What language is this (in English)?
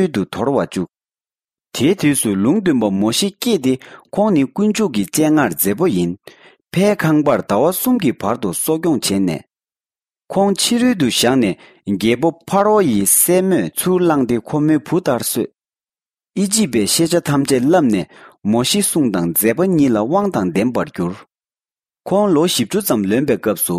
Tibetan